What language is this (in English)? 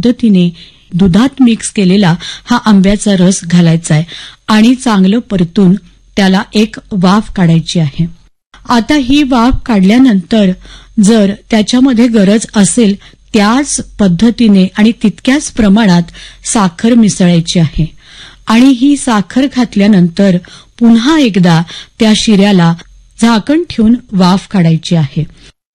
Marathi